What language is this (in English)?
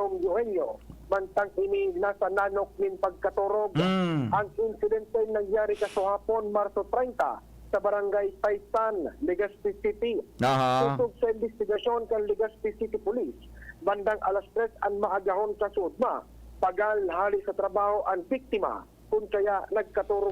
Bikol